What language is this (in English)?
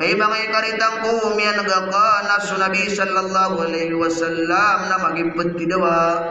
Maranao